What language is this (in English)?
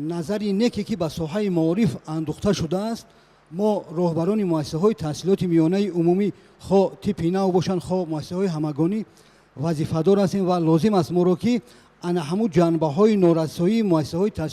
Tajik